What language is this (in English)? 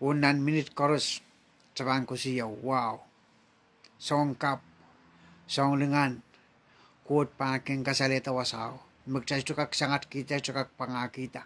Pohnpeian